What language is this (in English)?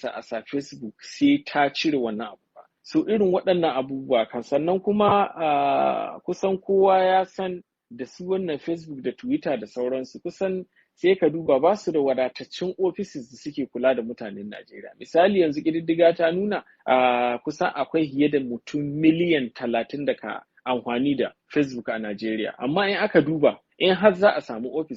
Hausa